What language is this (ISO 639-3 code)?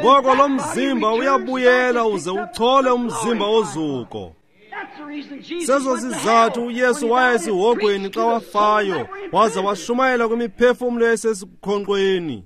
xho